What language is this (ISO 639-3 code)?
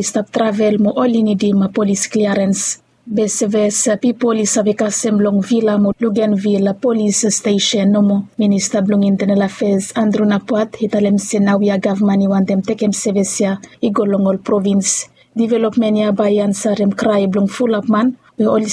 bis